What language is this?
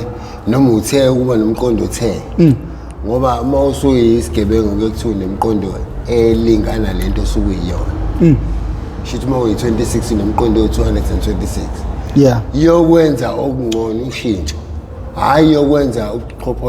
Zulu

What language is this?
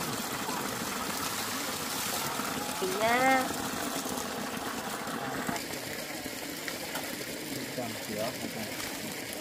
Vietnamese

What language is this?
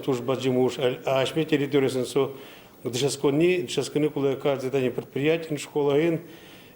Udmurt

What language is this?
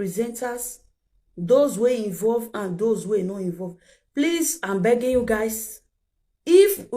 Nigerian Pidgin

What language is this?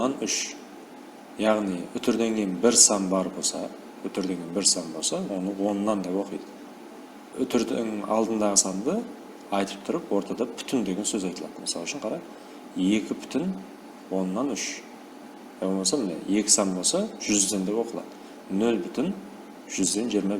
Kara-Kalpak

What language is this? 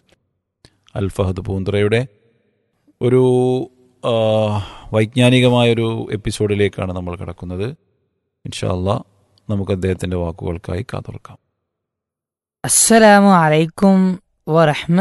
Malayalam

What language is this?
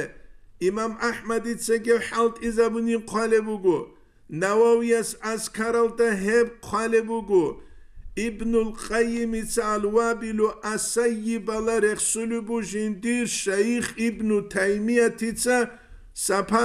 Avaric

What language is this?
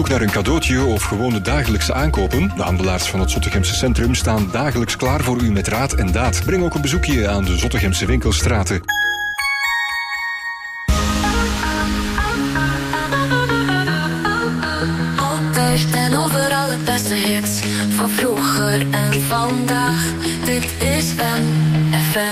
Dutch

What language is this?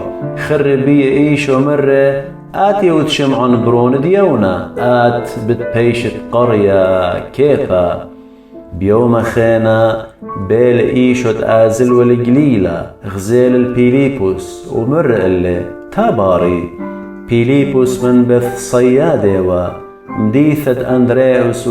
Assyrian Neo-Aramaic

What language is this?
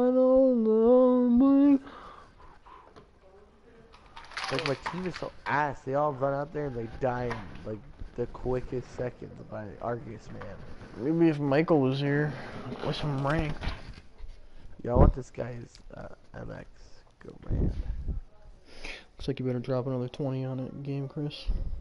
English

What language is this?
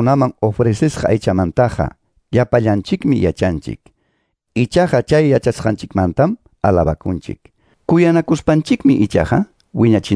Quechua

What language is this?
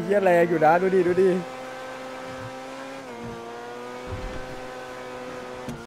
Thai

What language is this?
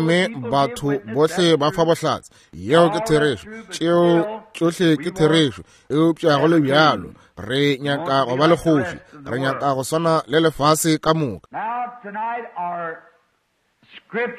Northern Sotho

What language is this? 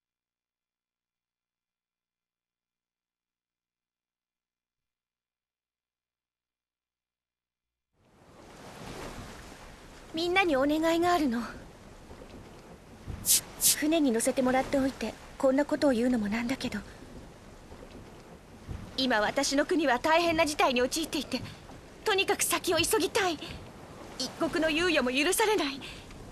Japanese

